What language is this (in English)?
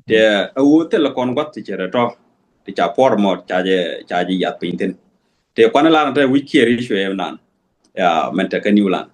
Nuer